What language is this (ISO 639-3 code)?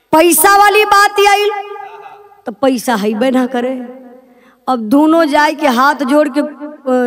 bho